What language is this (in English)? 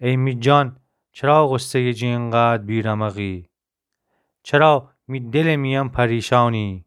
Gilaki